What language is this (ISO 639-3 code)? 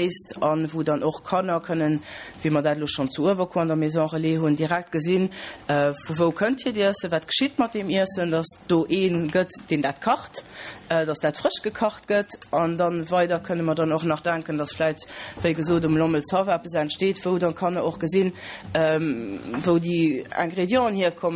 ltz